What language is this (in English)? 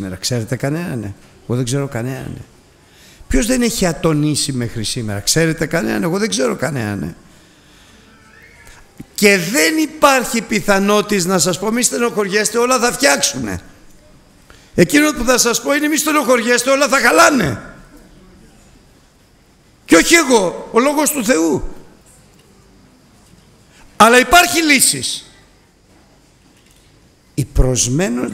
Greek